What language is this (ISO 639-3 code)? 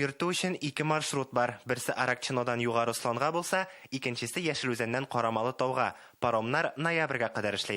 tat